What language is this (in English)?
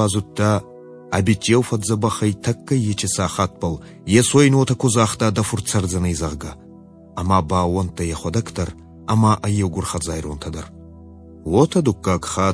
Ossetic